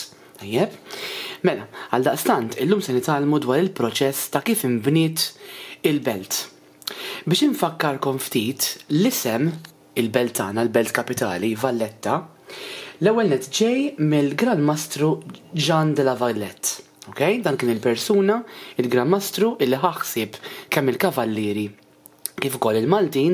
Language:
Maltese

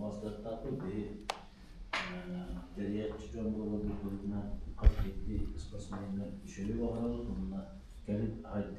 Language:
Yakut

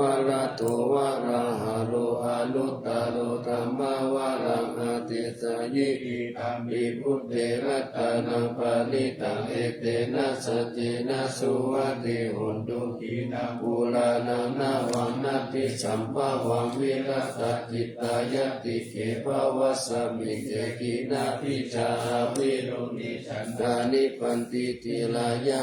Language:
Pali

